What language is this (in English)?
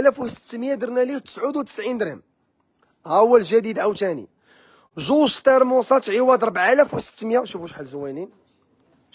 Moroccan Arabic